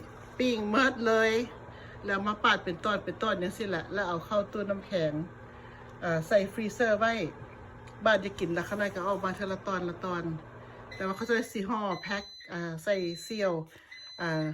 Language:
Lao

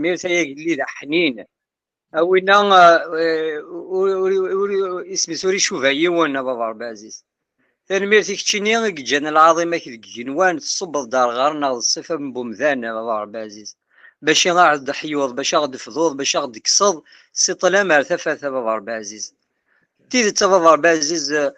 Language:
Kabyle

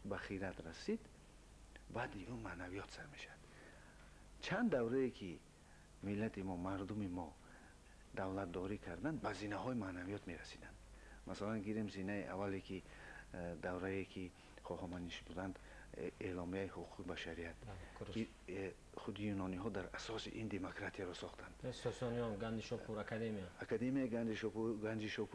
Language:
Persian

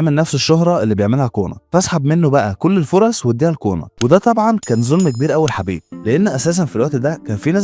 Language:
Egyptian Arabic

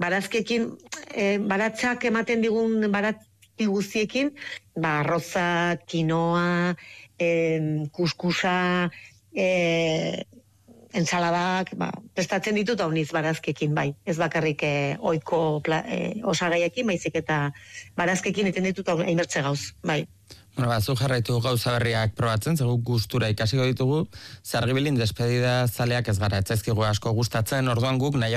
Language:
Basque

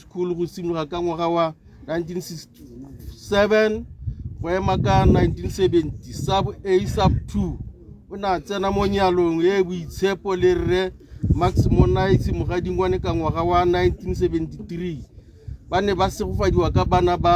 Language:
Tswana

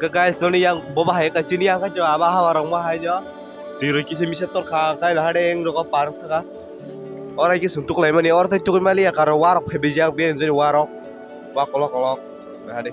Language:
Kok Borok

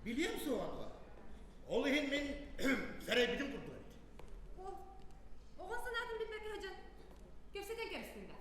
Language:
Yakut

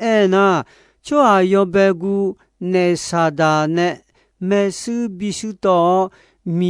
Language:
Akha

